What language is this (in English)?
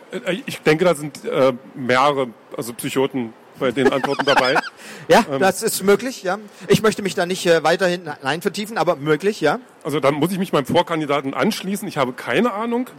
German